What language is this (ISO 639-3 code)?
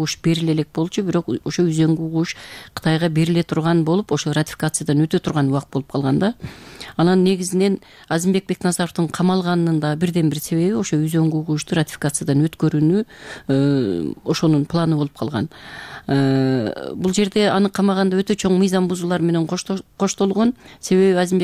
kir